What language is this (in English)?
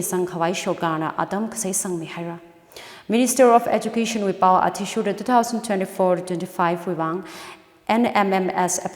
Tangkhul Naga (India)